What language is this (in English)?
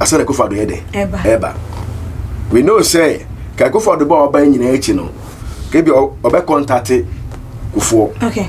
Akan